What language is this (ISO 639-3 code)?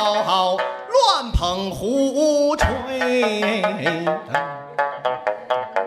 zho